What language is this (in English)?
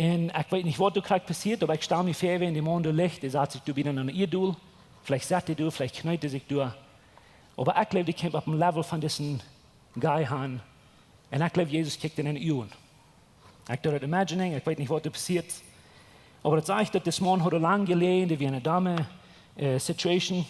Plautdietsch